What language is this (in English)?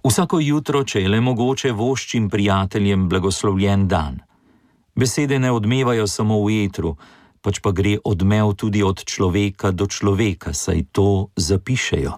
Slovenian